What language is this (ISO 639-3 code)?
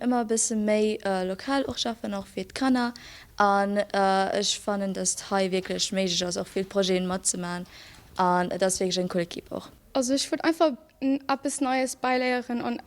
ltz